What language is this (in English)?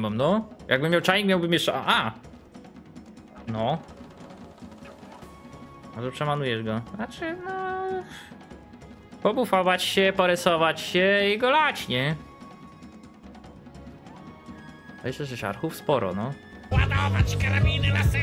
Polish